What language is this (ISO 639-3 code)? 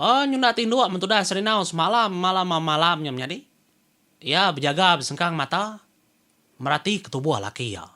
iba